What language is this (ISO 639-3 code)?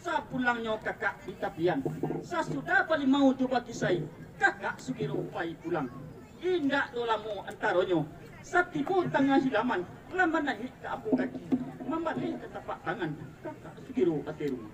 min